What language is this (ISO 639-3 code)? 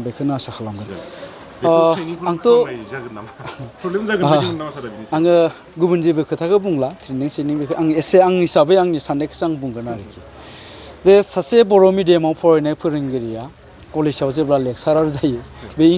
brx